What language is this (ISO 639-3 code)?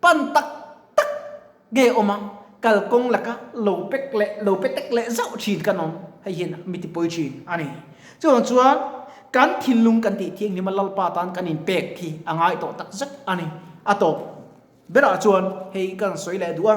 lus